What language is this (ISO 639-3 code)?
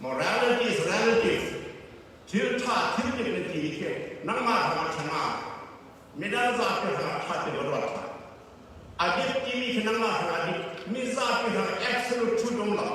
cfm